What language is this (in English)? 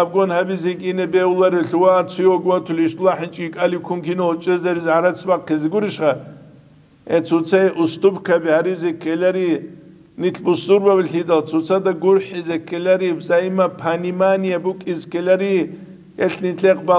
Avaric